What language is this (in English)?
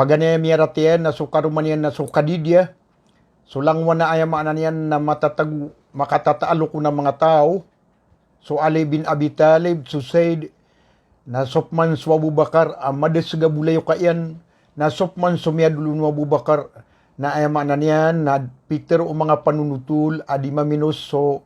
Maranao